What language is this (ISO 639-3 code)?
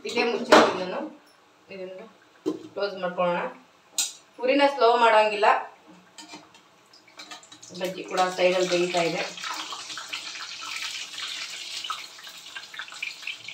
kan